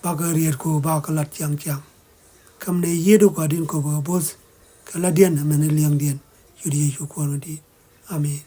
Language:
Nuer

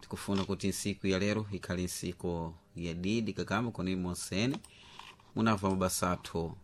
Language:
Sena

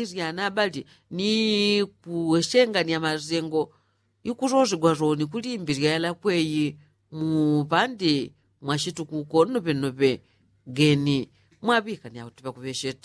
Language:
Yao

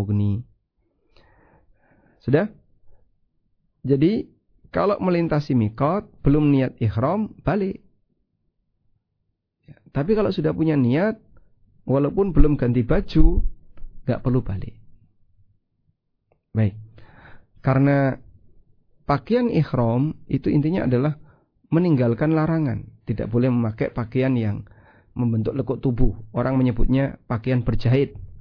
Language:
Indonesian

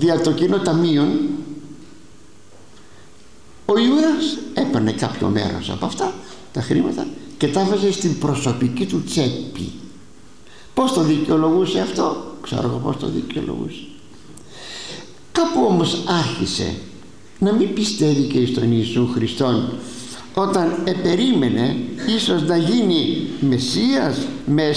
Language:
Greek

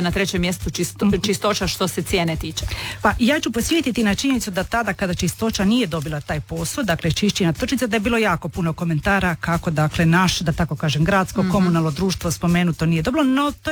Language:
Croatian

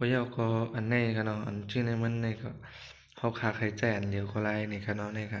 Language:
Shan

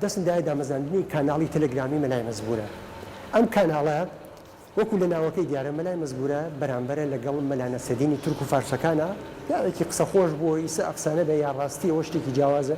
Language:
Central Kurdish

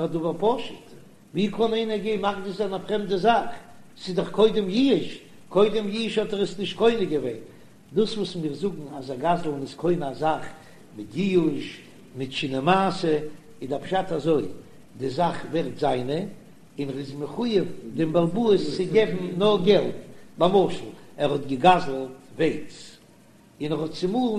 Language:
Yiddish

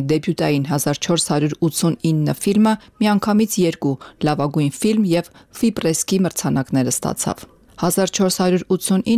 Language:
Armenian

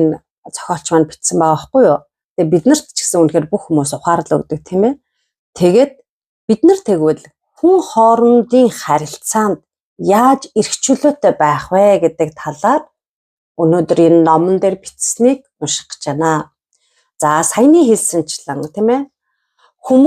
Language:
Mongolian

